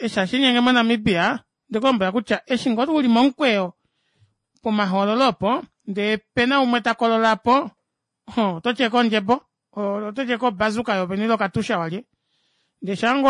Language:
Kuanyama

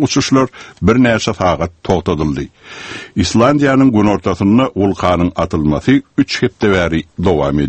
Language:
Turkmen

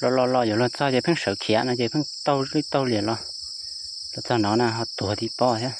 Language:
Hmong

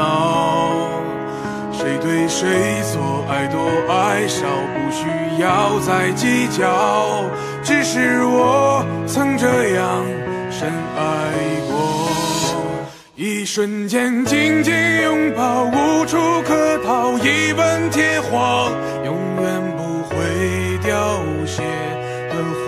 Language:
Chinese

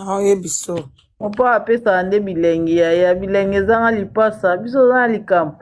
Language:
Lingala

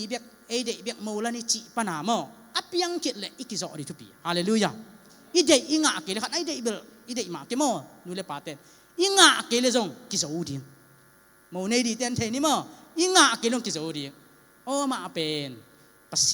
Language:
Tedim Chin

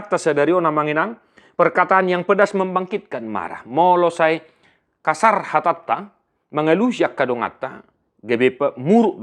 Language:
Batak Toba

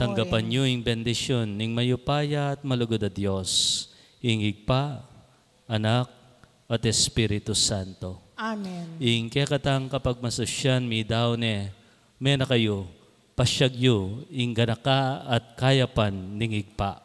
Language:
Pampanga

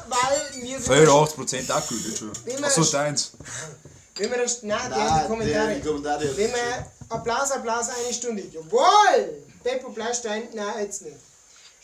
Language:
Bavarian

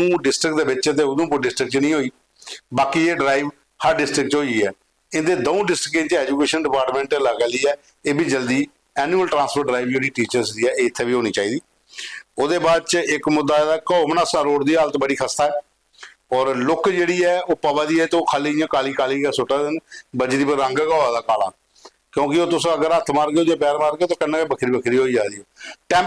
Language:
Dogri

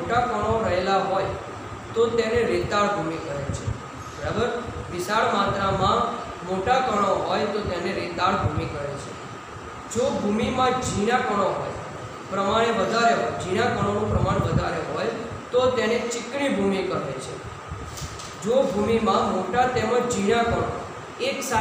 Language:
Gujarati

